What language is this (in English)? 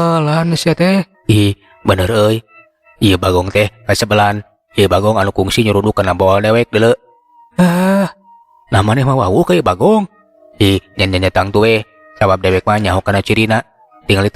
Sundanese